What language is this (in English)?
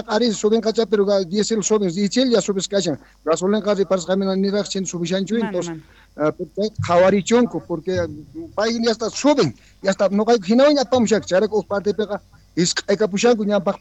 South Bolivian Quechua